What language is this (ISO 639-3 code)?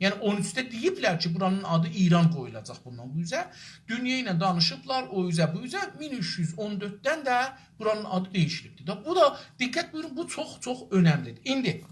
azb